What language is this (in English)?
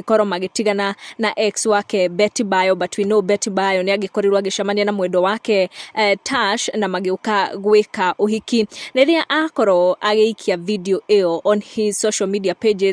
Kikuyu